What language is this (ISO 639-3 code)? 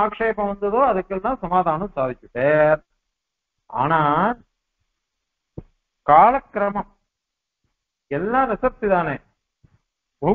tam